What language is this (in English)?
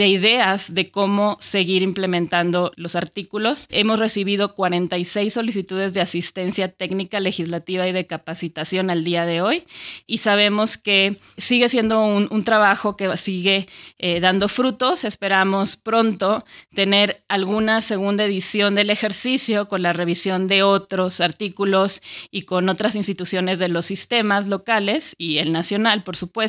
Spanish